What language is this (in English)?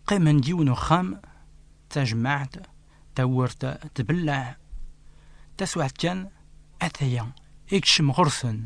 Kabyle